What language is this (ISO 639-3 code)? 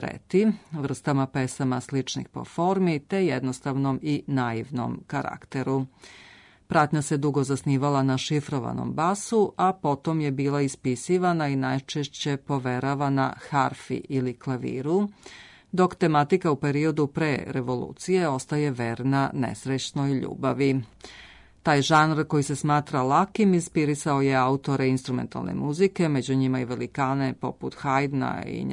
srp